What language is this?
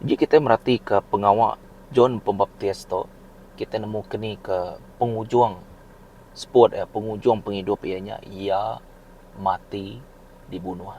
Iban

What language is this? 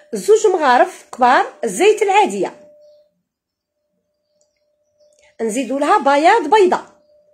Algerian Arabic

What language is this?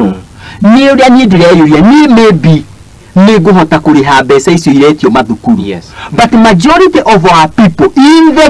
Kikuyu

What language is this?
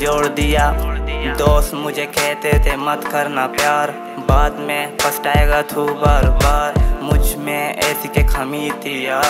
Hindi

